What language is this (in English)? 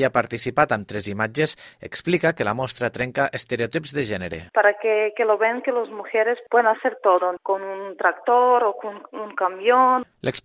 Catalan